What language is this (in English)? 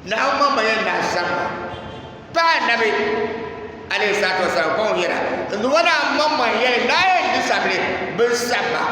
Dagbani